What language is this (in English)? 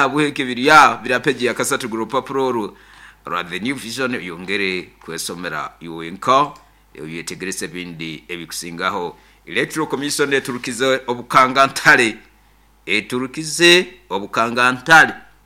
Nyoro